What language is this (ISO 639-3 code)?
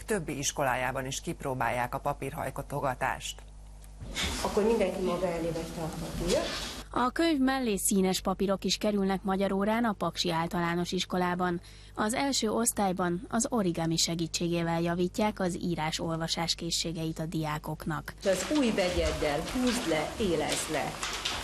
hun